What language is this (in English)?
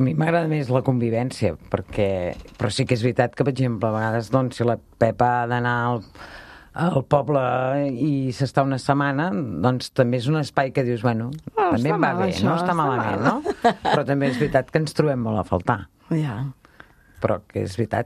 Catalan